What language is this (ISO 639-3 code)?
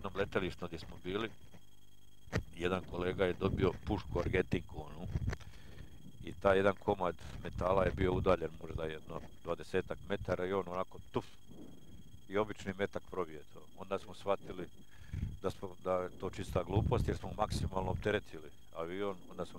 hrv